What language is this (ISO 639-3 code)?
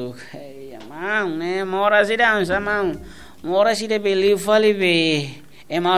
tet